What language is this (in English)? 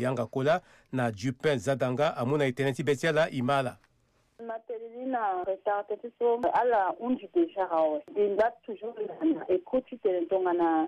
Sango